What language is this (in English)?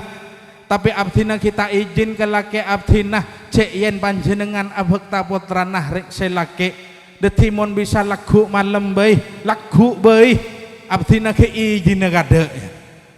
Madurese